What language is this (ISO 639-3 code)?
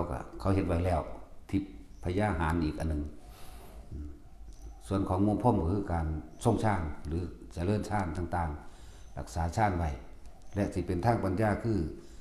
tts